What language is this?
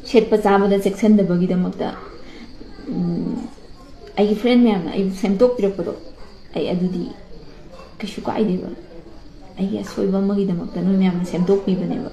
Manipuri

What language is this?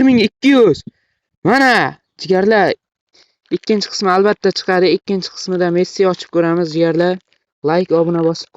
Uzbek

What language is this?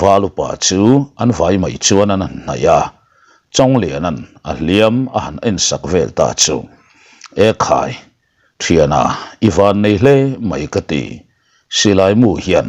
Mizo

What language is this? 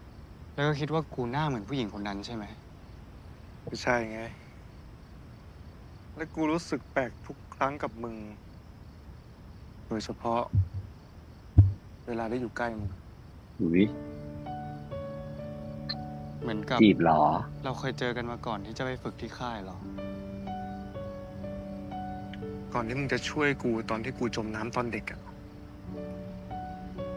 Thai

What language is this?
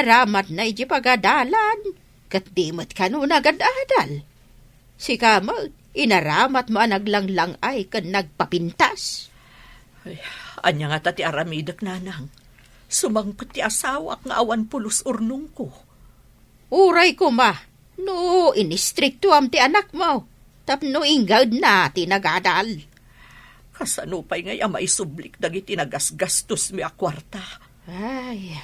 Iloko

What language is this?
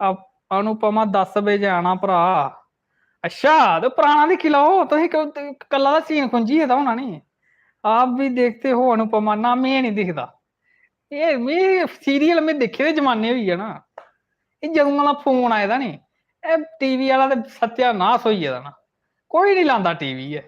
Dogri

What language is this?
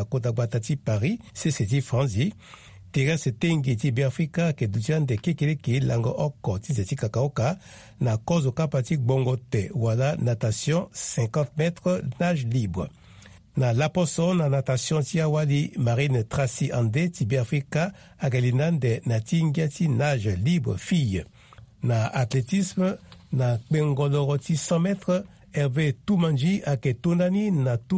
Sango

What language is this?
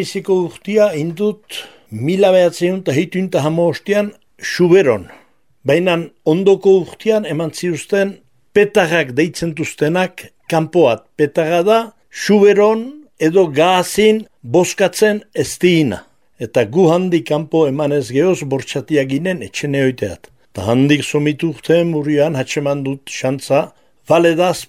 Basque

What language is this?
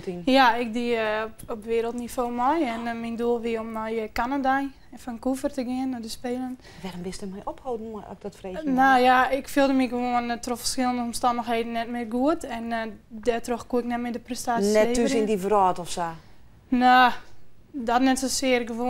Western Frisian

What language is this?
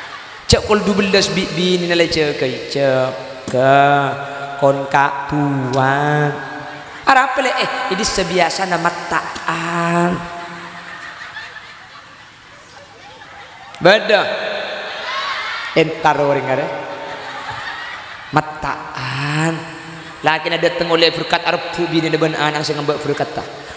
Madurese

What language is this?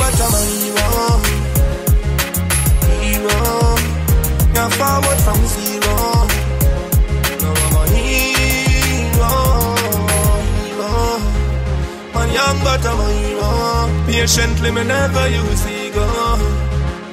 English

